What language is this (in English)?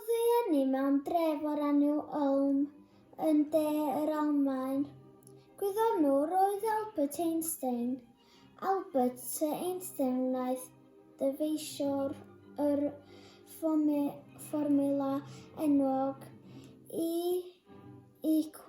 Welsh